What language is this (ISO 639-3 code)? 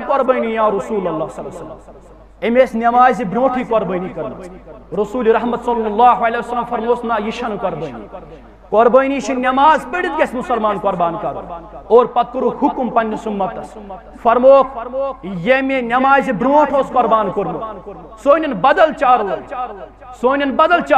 kas